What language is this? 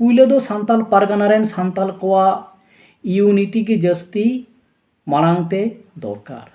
Santali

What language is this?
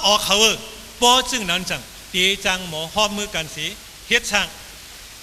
Shan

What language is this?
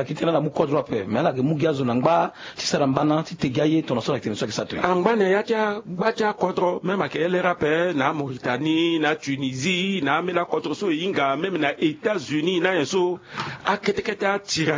Sango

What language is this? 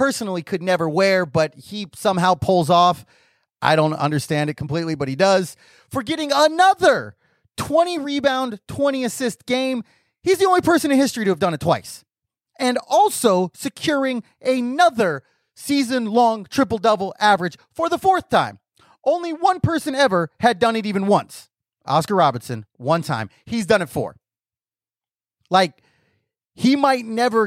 English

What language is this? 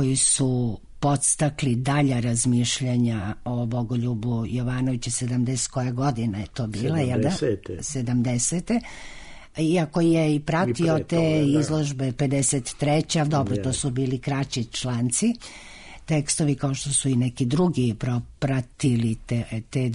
Serbian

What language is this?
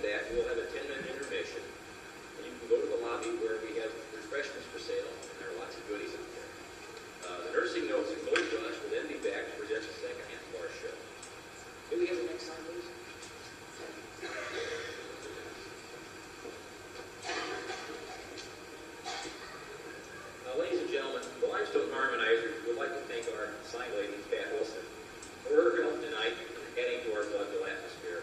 English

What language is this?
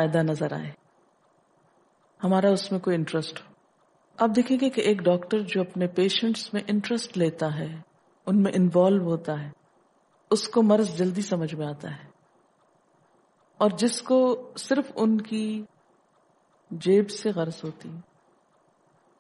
Urdu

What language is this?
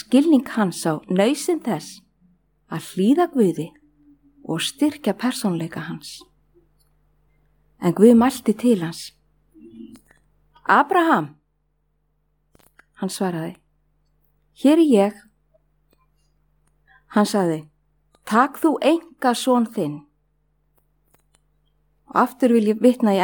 Icelandic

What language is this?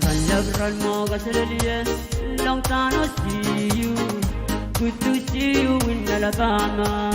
Pohnpeian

